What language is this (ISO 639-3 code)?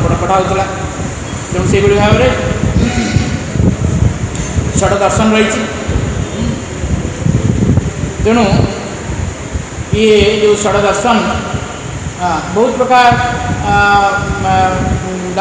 ori